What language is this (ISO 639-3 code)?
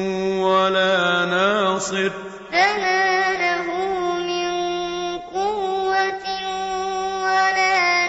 ara